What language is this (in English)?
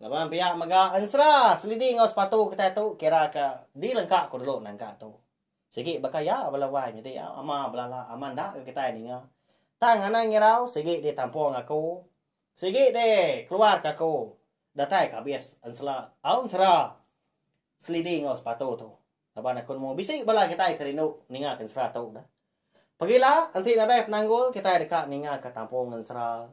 Iban